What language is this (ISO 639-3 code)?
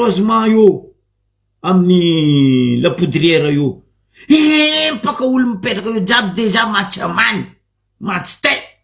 mlg